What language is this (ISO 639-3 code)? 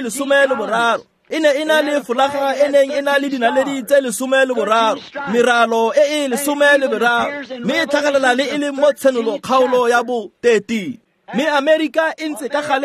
tsn